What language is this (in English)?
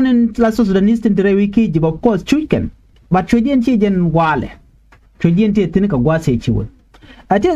Nuer